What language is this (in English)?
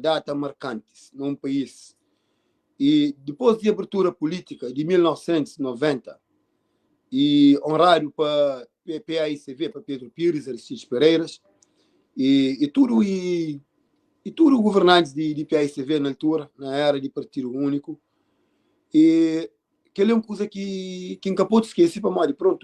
Kabuverdianu